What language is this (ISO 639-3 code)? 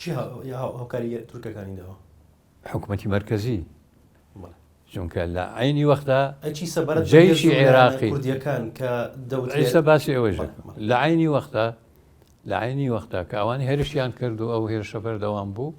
ckb